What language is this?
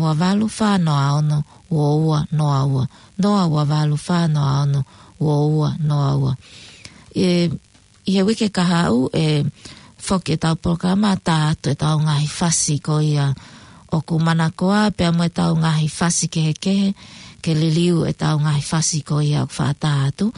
Tongan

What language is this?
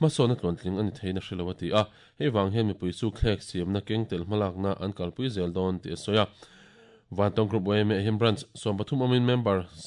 Mizo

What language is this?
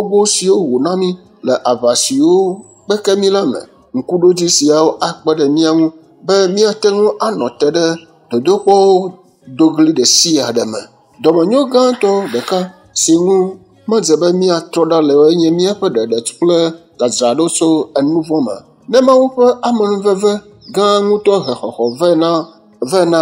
Ewe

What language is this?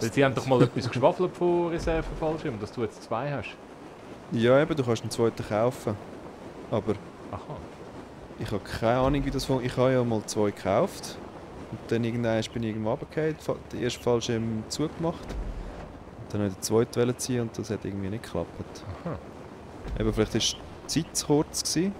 Swiss German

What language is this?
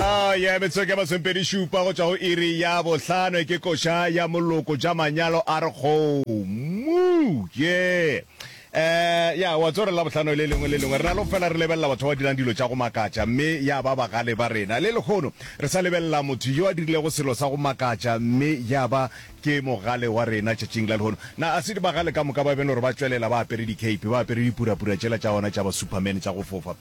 Northern Sotho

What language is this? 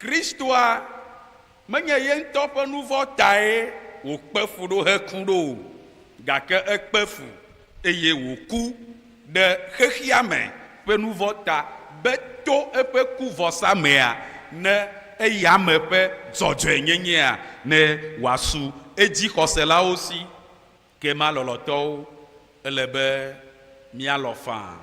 Ewe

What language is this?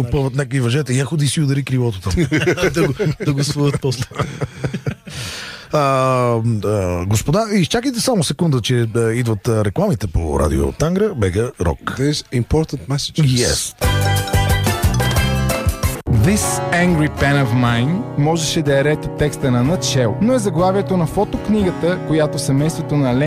Bulgarian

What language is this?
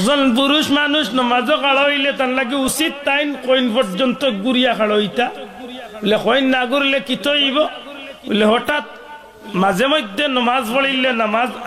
Sylheti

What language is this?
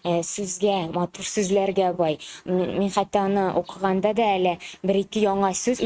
Tatar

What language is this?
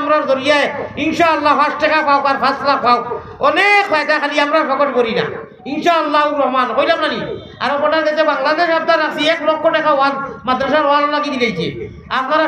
Sylheti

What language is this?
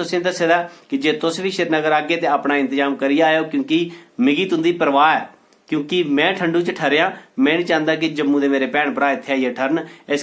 Dogri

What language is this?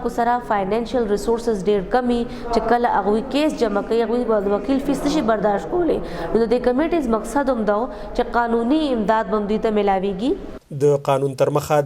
Pashto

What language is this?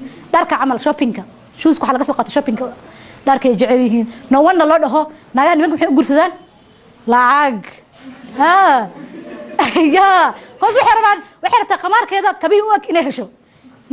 Somali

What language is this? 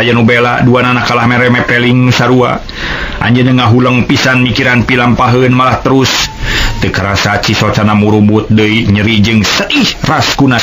Sundanese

